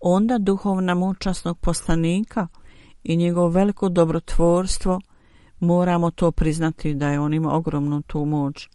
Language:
Bosnian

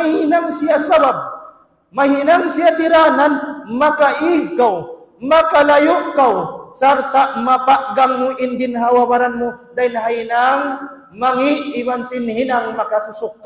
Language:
Tausug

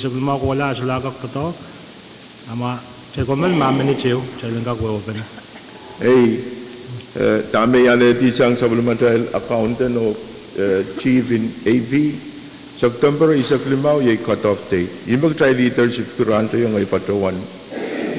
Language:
Pohnpeian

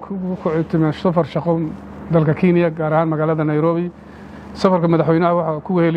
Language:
Somali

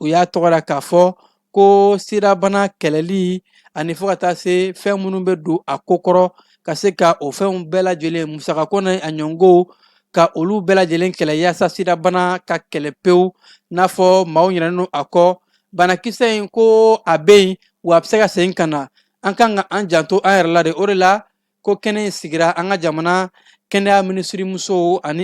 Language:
Bambara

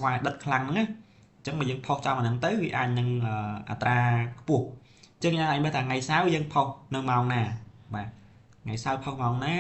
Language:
Khmer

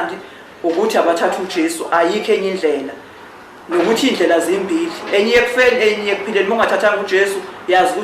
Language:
Zulu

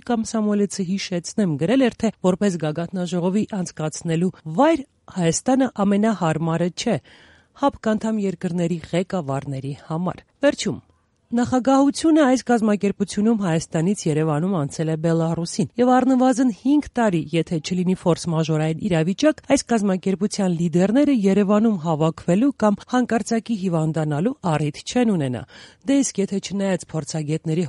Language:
Armenian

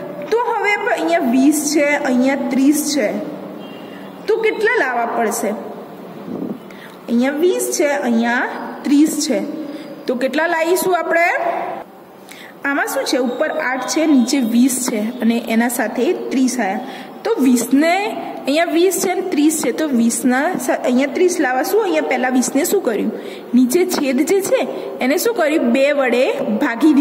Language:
Gujarati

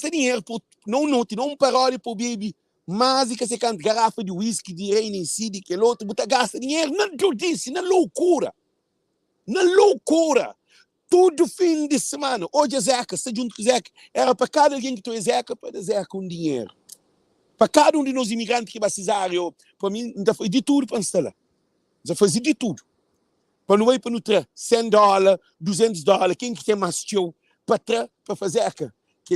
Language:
Kabuverdianu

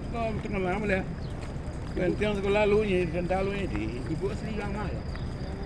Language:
Minangkabau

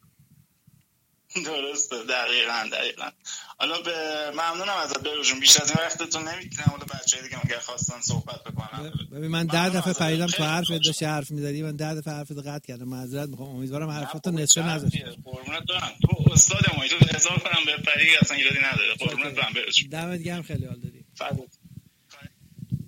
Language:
Persian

